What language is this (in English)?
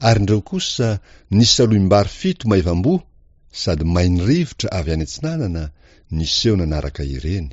Malagasy